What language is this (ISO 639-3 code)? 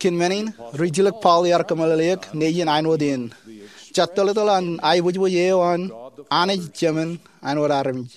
mah